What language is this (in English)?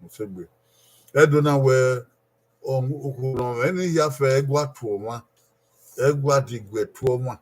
Bini